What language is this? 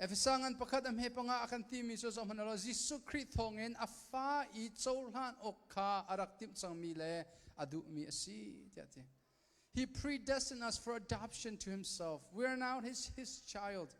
Hakha Chin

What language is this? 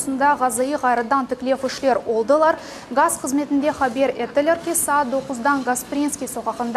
Crimean Tatar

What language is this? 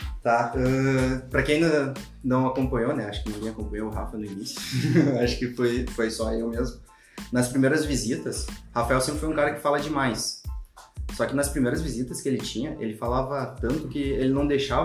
Portuguese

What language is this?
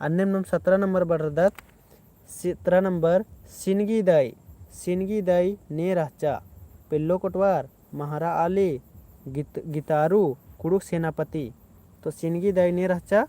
Kurukh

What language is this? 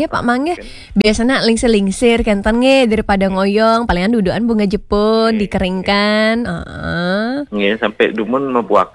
Balinese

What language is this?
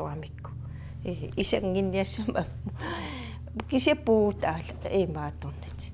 Kalaallisut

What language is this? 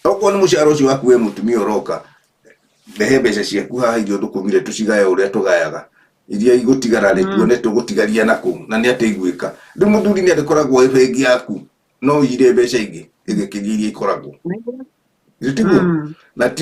Kikuyu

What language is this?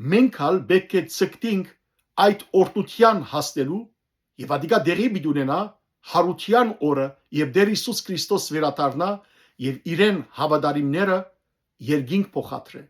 Western Armenian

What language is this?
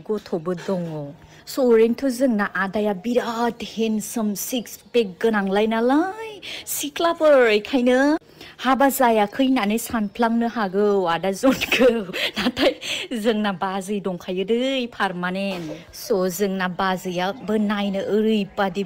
Bodo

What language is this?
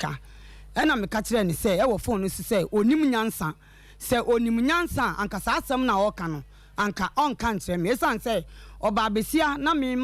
Akan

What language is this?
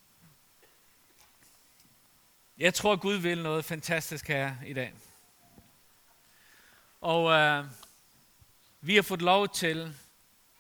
Danish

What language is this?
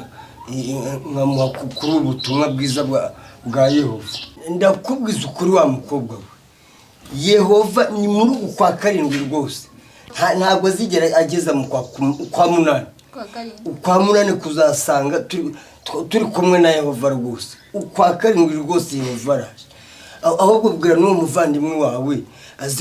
Kinyarwanda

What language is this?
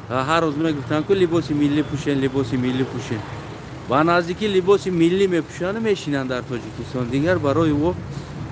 Tajik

